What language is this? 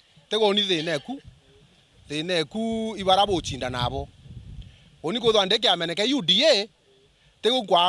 Meru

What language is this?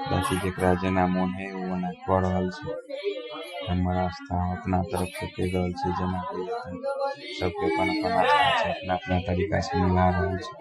Maithili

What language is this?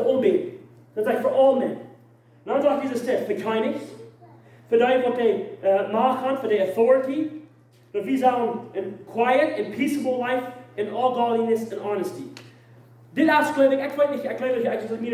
Plautdietsch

